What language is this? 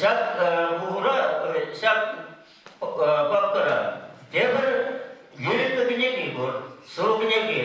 Chuvash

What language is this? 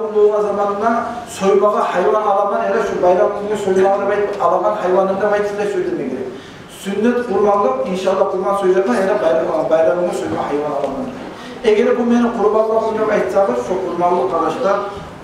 Kumyk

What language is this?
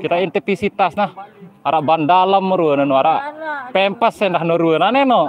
Sasak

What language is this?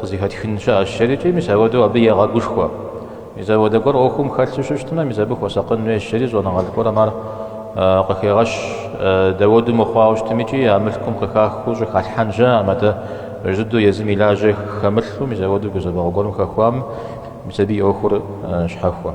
Kabardian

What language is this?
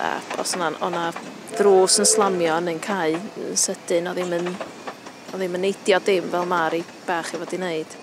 Welsh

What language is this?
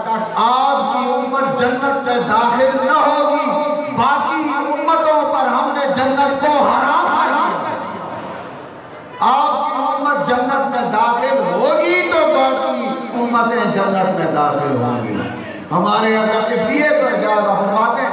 Urdu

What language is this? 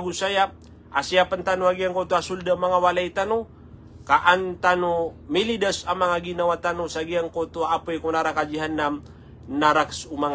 Maranao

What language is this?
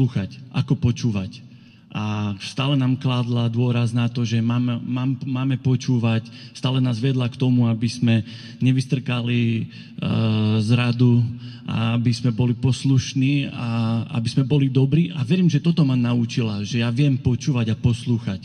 Slovak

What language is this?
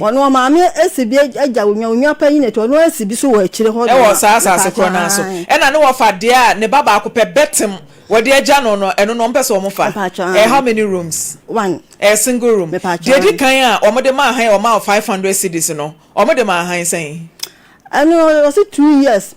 Akan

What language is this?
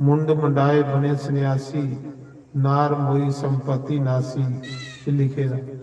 Dogri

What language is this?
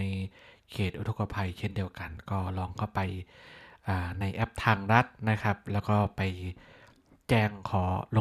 Thai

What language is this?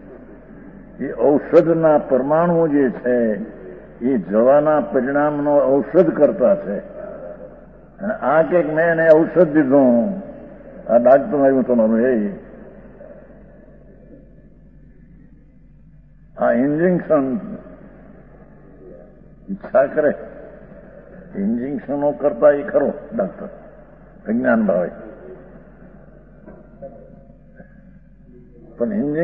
Gujarati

